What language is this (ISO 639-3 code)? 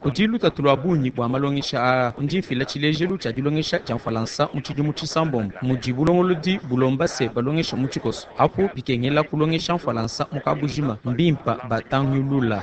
lua